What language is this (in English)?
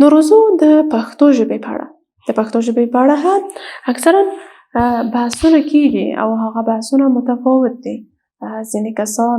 Pashto